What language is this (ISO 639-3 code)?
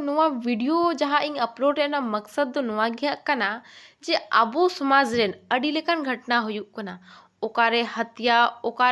sat